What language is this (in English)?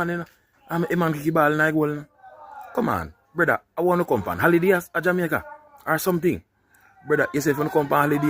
Jamaican Creole English